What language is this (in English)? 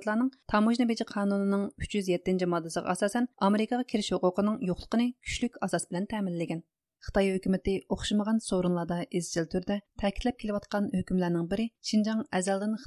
Uyghur